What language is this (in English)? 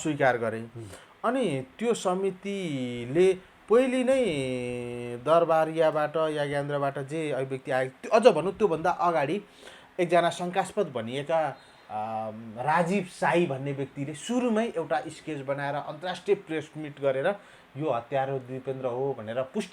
Nepali